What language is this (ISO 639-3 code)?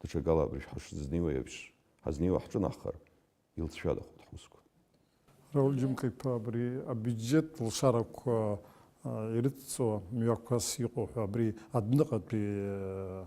abk